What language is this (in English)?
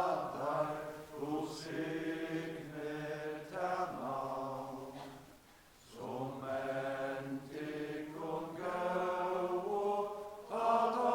Faroese